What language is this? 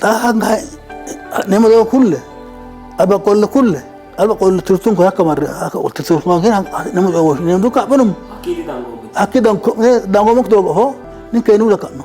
Sidamo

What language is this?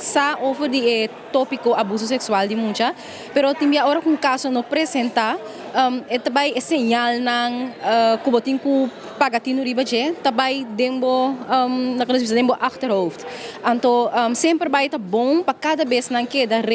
Papiamento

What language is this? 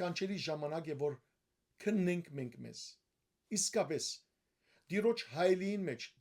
Western Armenian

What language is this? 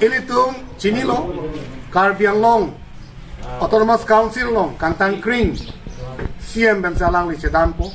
Karbi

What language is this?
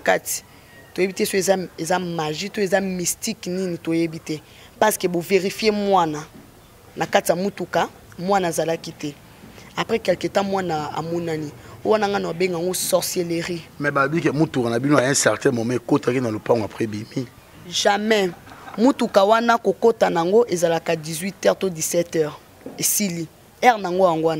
Lingala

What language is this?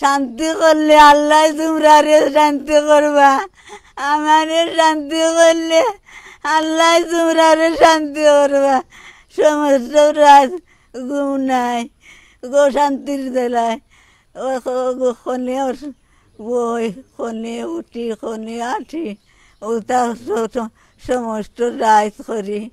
Sylheti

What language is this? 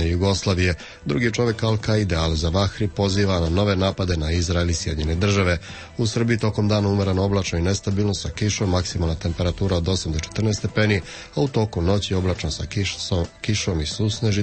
Serbian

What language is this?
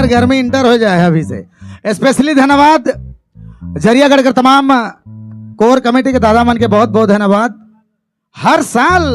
Sadri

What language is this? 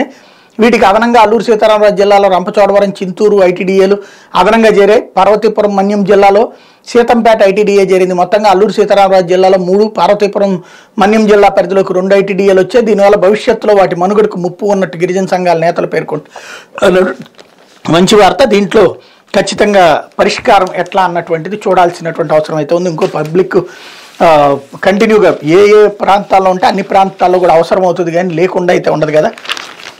Telugu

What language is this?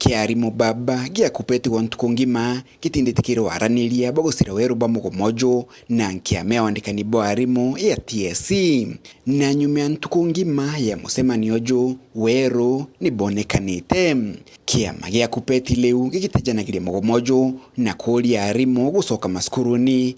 Meru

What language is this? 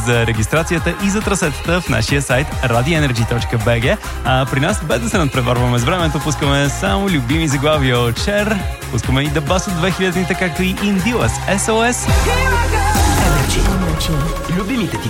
Bulgarian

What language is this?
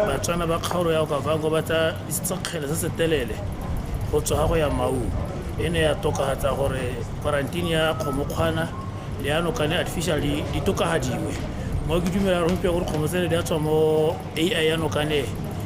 Tswana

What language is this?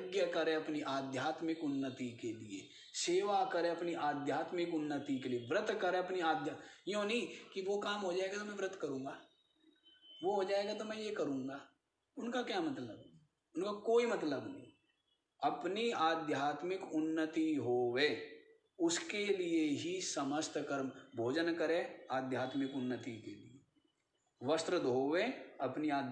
Hindi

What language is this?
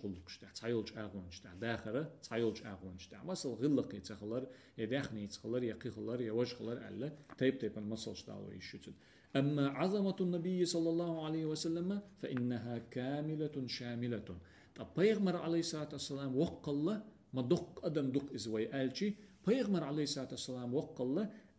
Chechen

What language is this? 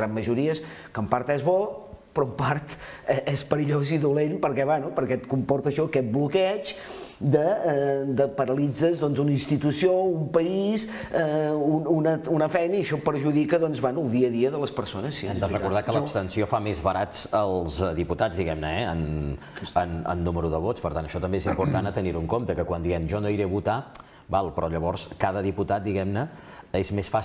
Catalan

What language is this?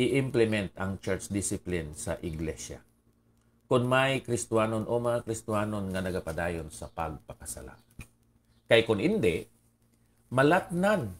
Hiligaynon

